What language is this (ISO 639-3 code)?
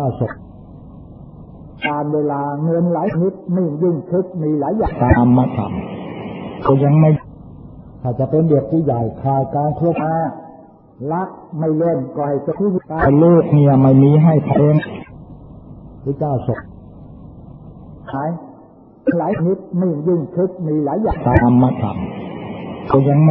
tha